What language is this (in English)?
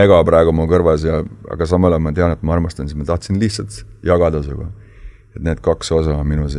Estonian